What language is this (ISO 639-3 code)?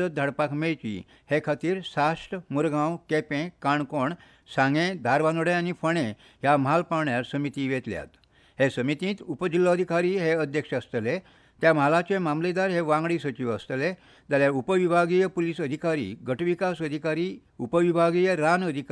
kok